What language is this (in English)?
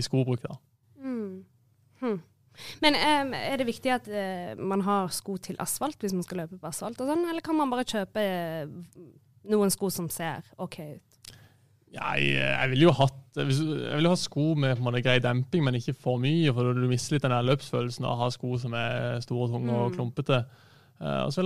Norwegian